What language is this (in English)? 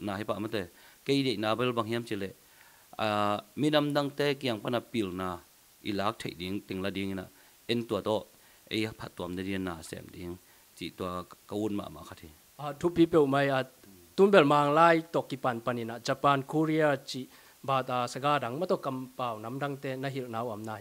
Tedim Chin